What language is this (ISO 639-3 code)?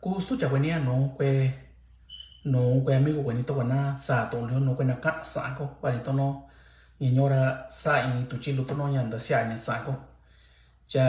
mix